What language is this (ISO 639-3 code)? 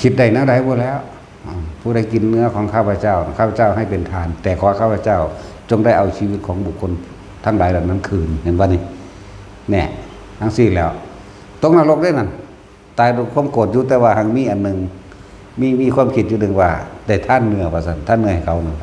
tts